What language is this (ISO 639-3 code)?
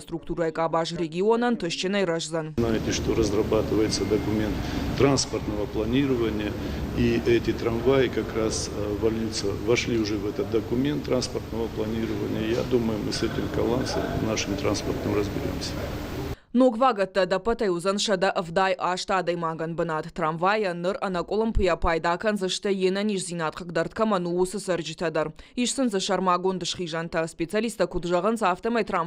oss